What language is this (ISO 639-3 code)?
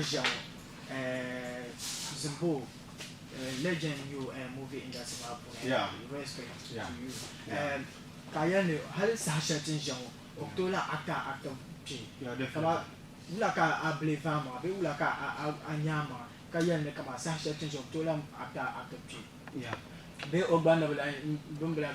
dag